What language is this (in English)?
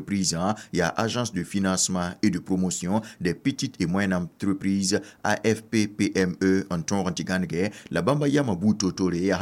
Mossi